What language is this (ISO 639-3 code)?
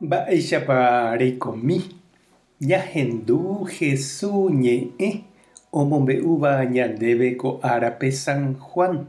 grn